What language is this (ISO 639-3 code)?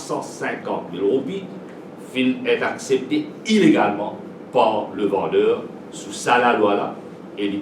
mfe